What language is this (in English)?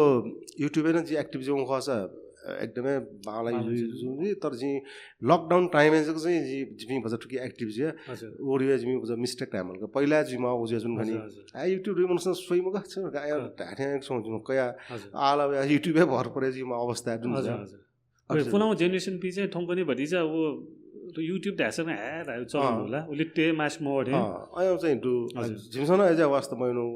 Newari